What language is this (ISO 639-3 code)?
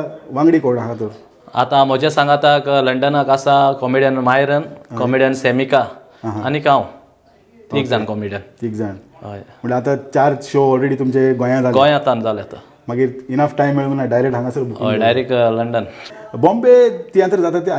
kok